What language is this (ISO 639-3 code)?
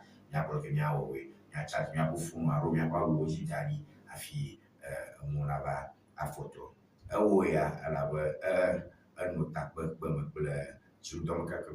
ewe